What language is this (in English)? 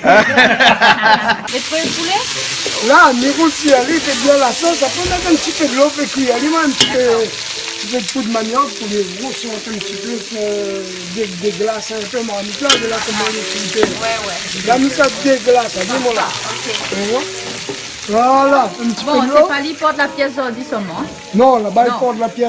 Réunion Creole French